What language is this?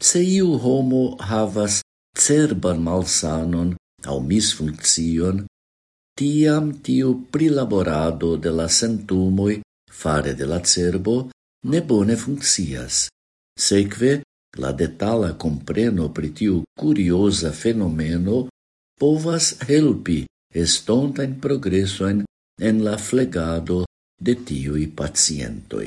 Esperanto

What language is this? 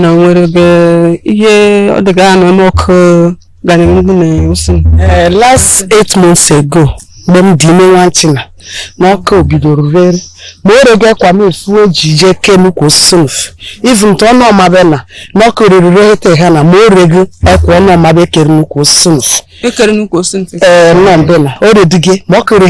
Igbo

